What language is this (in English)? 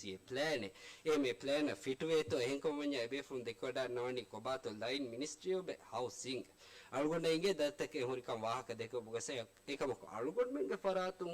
Divehi